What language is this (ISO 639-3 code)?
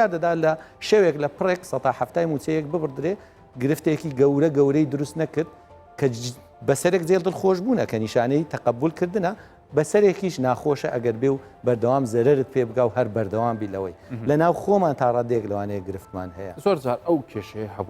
ckb